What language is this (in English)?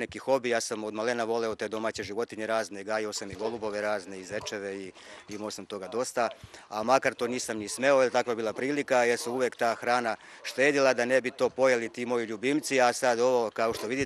Serbian